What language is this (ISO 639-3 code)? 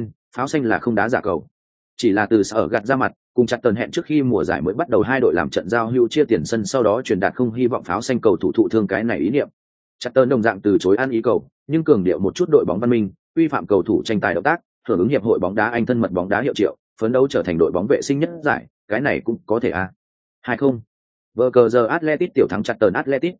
vie